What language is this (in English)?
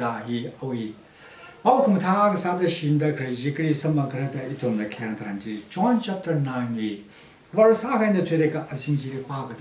Tangkhul Naga (India)